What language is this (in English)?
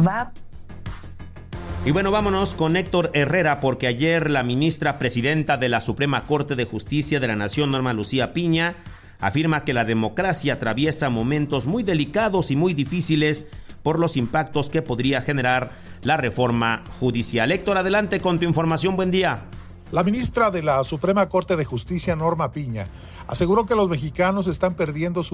Spanish